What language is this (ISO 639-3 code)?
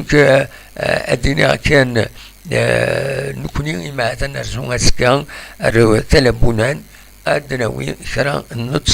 kab